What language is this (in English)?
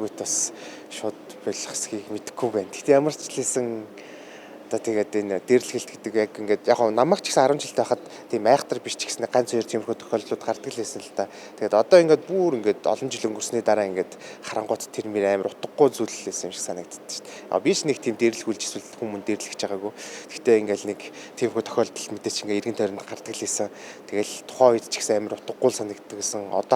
Mongolian